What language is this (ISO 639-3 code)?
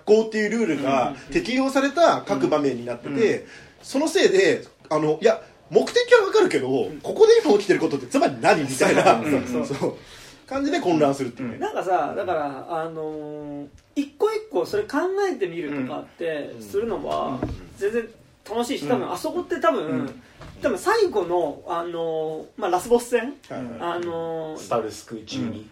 jpn